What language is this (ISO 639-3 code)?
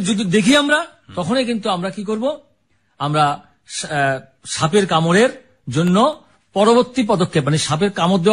ben